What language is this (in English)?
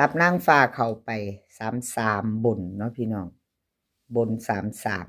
Northeastern Thai